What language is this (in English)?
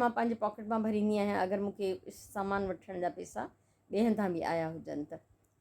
Sindhi